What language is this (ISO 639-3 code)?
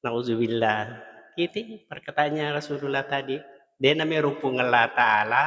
bug